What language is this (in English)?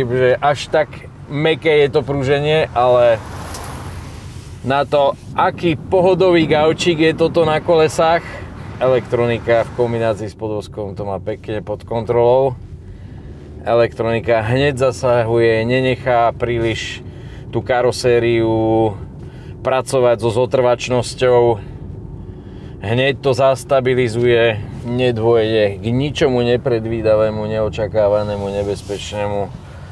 Slovak